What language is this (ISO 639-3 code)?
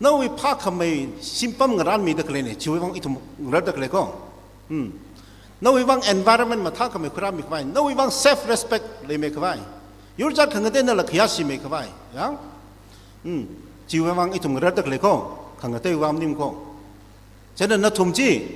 nmf